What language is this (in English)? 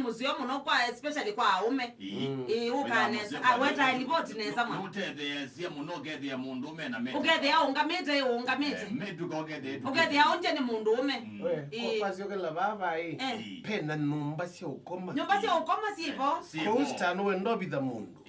Kamba